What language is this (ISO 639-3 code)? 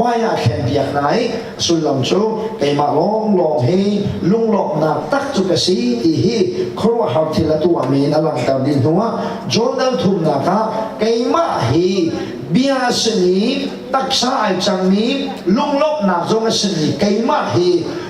cnh